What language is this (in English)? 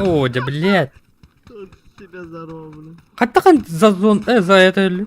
Yakut